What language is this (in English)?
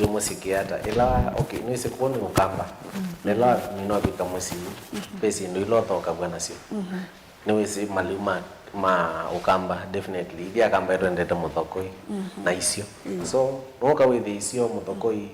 Kamba